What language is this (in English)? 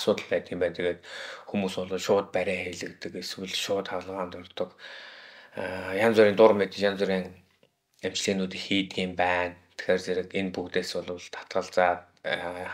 Mongolian